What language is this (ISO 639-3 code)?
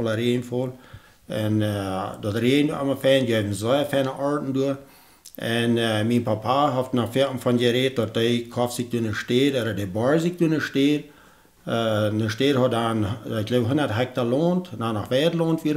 pdt